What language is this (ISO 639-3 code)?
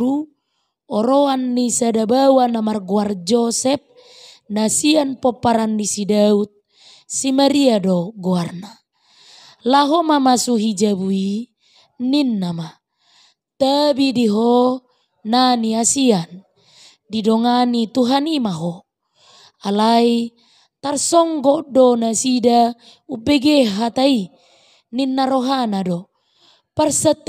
bbc